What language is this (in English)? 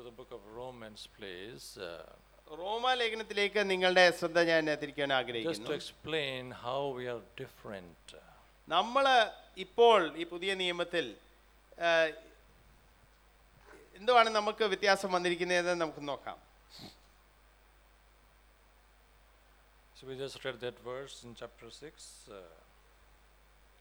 Malayalam